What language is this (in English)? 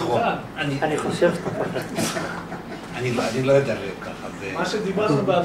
Hebrew